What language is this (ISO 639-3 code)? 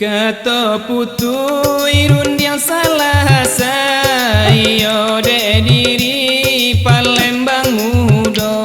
min